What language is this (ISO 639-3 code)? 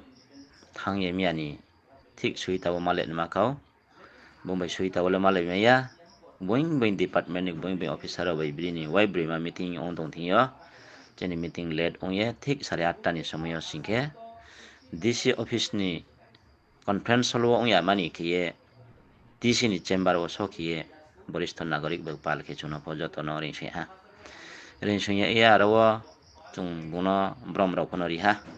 ria